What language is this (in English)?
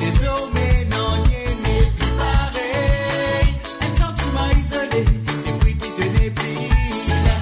Morisyen